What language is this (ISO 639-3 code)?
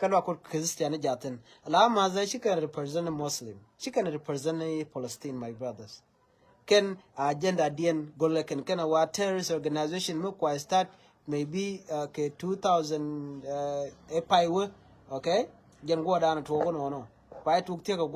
nus